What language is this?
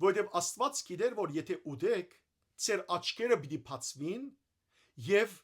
Western Armenian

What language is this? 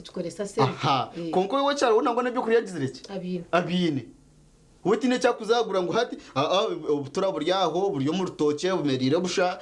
Nyankole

